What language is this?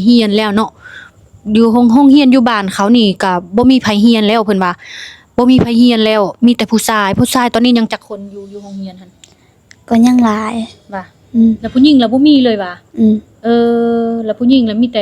Lao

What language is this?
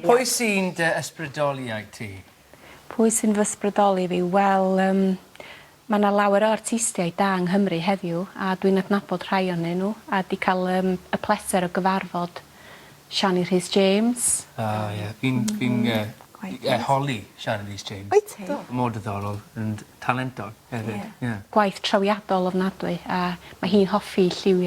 Welsh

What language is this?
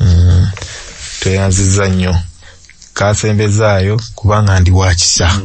Ganda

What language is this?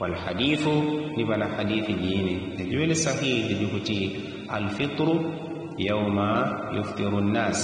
Yao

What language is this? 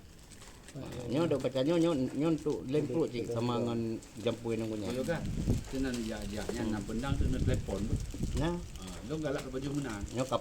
Achinese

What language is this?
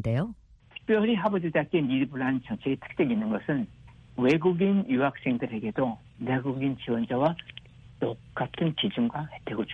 Korean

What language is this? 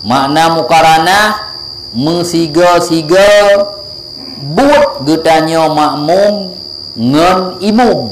Achinese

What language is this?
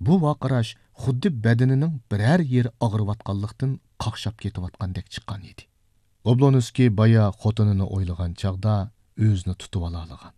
Uyghur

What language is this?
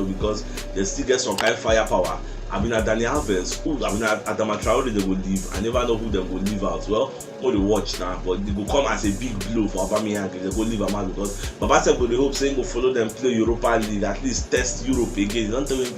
Nigerian Pidgin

